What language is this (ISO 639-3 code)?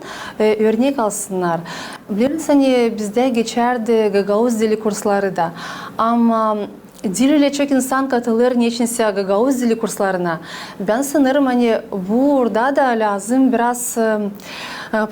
gag